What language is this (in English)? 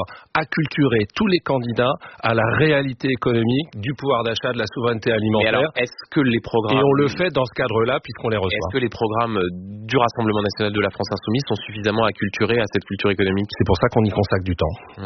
French